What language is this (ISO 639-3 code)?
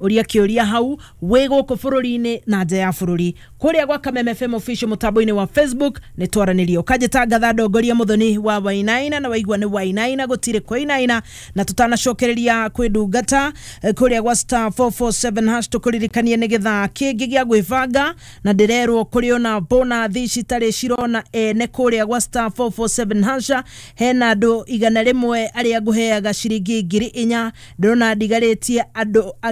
kik